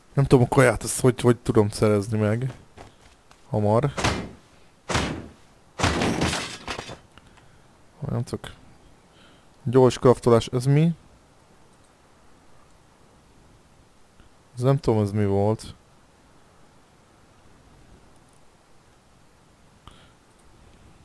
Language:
Hungarian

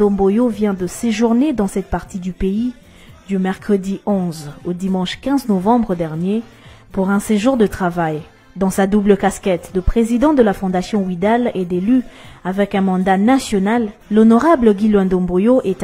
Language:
French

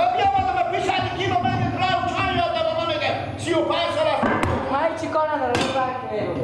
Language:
Persian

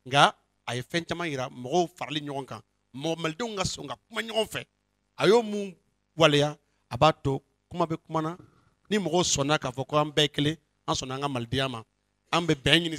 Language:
Bambara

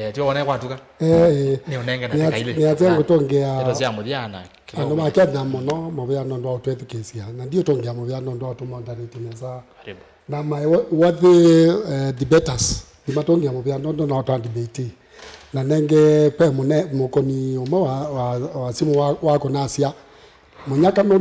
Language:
Kamba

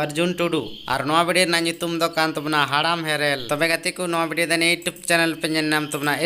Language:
Santali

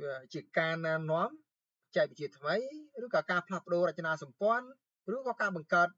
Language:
Khmer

